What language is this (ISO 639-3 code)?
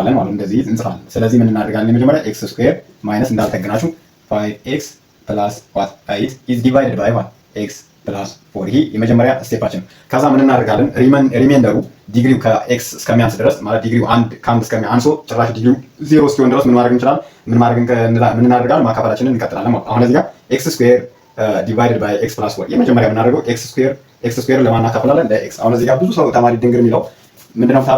amh